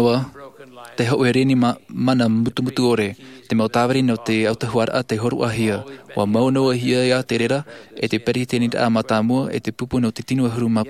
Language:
Tahitian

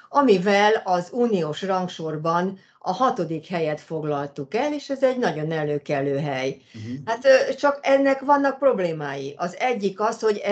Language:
Hungarian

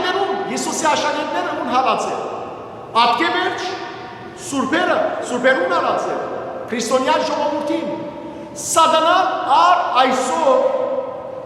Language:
Western Armenian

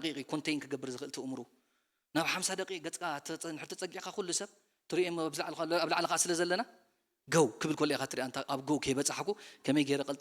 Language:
Tigrinya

